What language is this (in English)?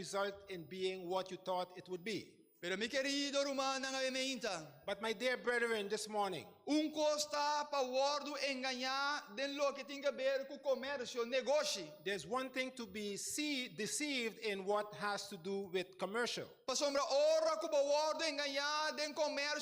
Papiamento